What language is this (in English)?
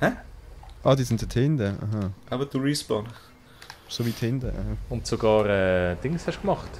Swiss German